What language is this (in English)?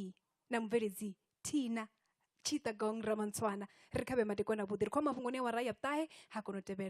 Venda